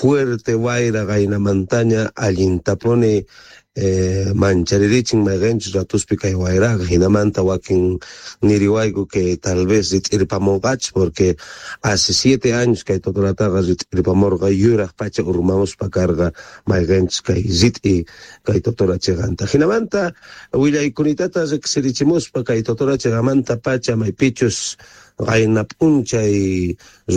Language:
Quechua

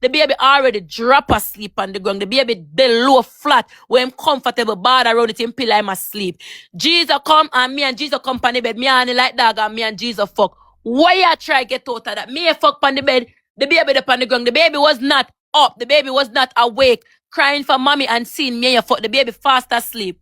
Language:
Jamaican Creole English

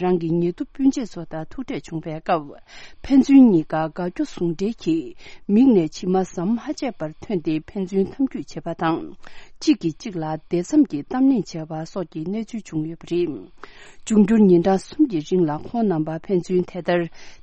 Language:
Tibetan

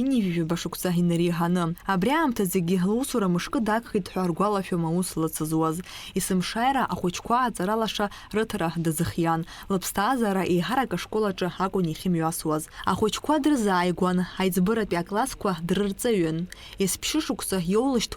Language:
Abkhazian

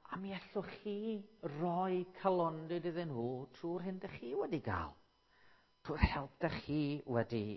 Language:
Welsh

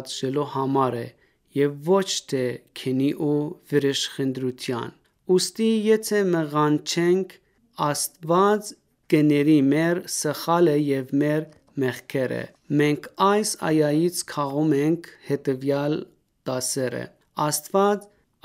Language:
Armenian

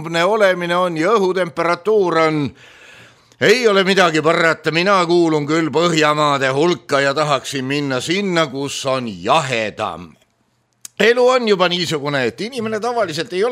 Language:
Estonian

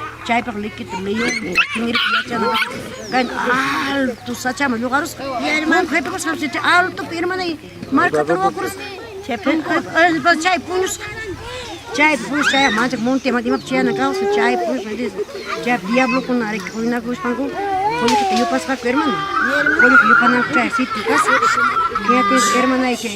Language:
Ayacucho Quechua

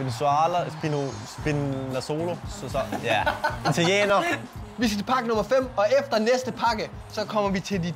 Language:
Danish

